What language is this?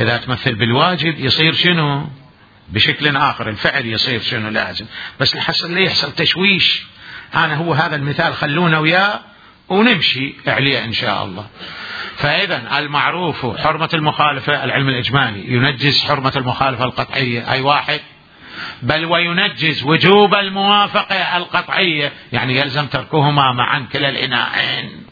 Mesopotamian Arabic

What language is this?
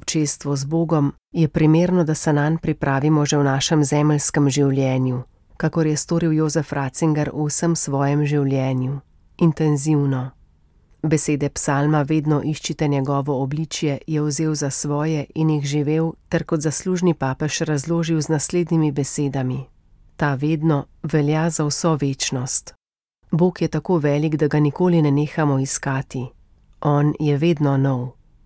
Slovenian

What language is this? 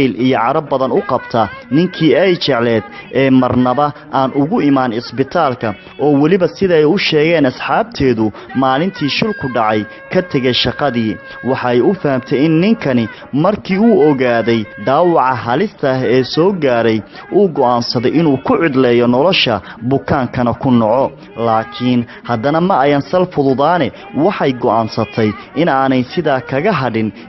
Somali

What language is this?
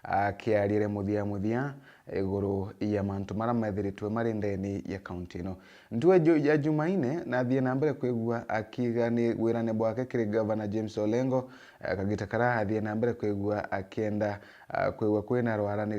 Meru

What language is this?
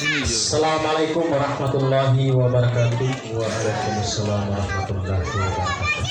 Gorontalo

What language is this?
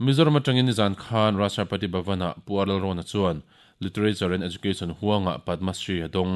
Mizo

